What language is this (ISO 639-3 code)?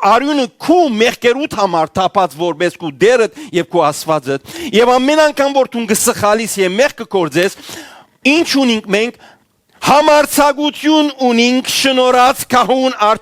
hyw